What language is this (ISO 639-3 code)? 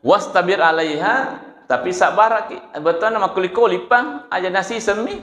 bug